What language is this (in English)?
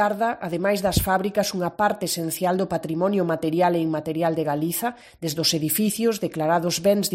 Galician